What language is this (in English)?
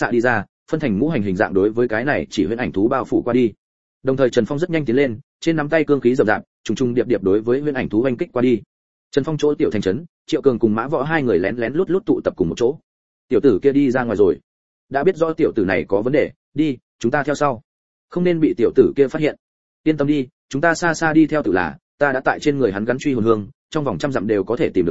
Vietnamese